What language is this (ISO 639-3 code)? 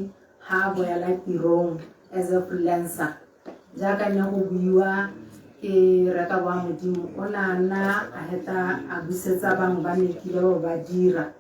tsn